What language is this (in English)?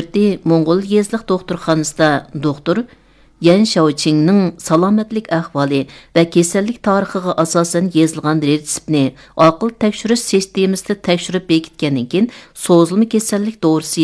Uyghur